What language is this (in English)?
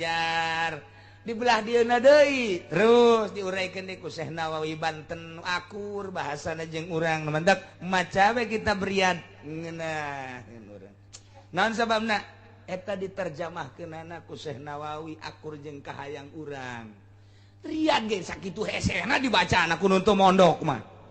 Sundanese